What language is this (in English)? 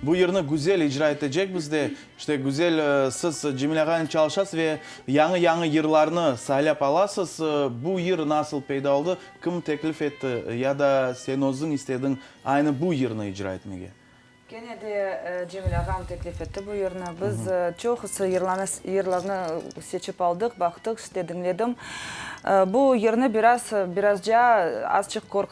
Crimean Tatar